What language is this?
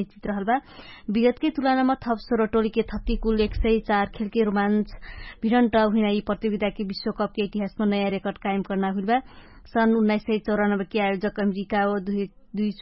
Dangaura Tharu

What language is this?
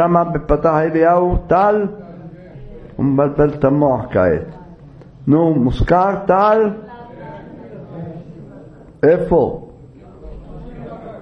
Hebrew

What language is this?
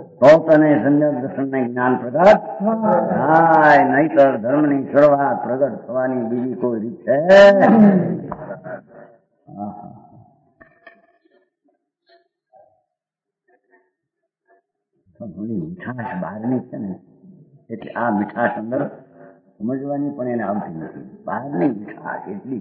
Gujarati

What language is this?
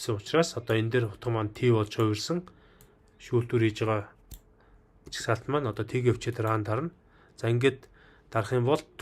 Mongolian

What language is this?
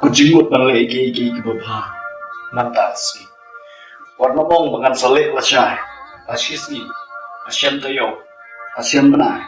Khasi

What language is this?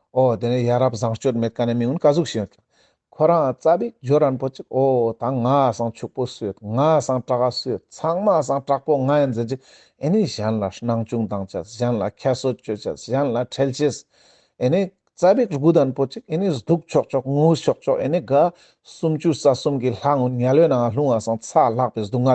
Ladakhi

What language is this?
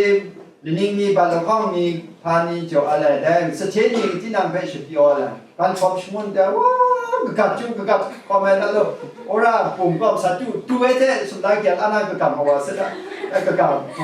Kachin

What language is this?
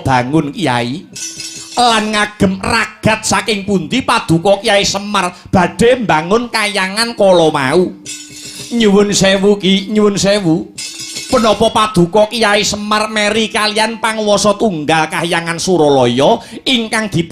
Javanese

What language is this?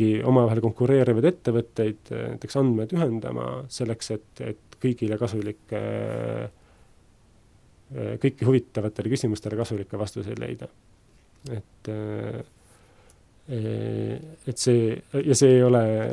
Estonian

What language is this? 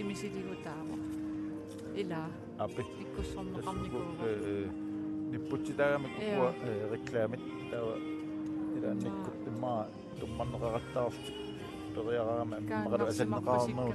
Kalaallisut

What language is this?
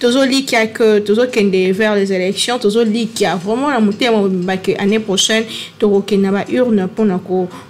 Lingala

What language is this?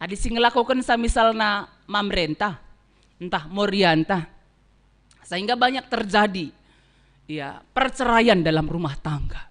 Batak Karo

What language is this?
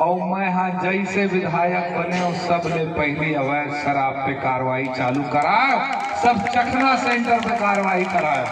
Chhattisgarhi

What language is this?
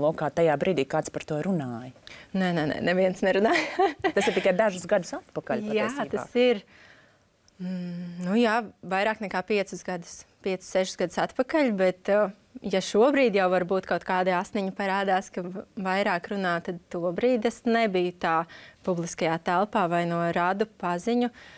Latvian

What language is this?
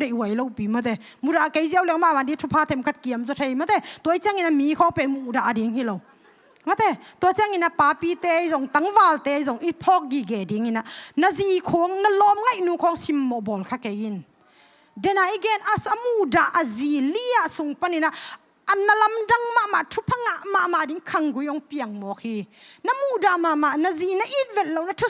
Tedim Chin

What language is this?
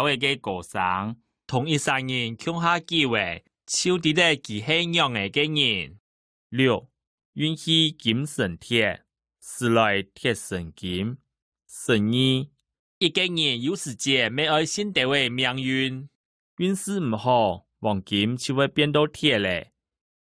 Hakka Chinese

